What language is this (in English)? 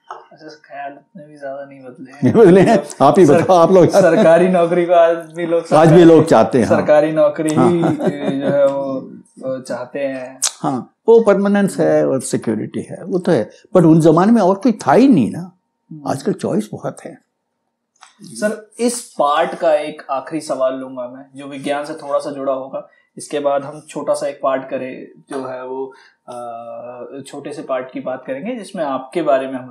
Hindi